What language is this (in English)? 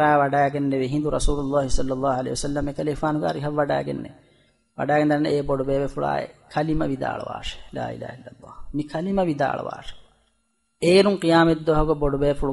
Divehi